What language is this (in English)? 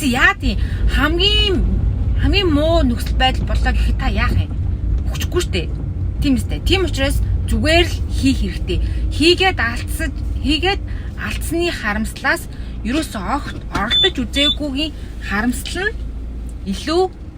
Mongolian